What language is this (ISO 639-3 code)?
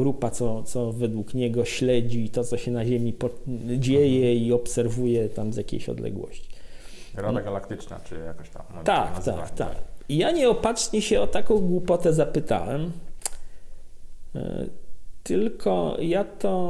pol